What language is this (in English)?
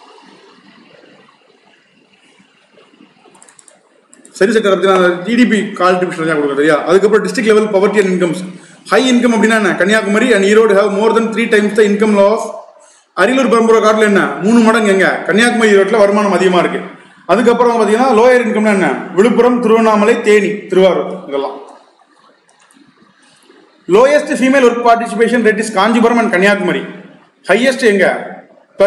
Tamil